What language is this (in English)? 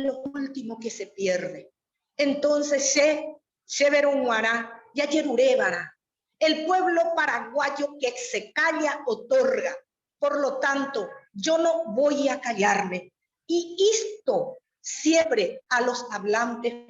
Guarani